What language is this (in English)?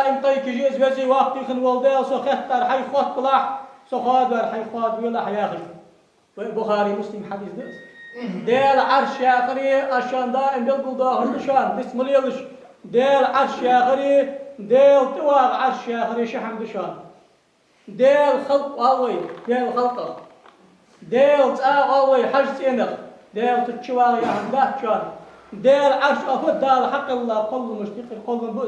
Ingush